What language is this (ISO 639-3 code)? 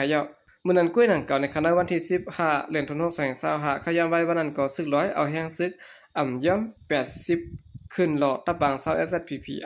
shn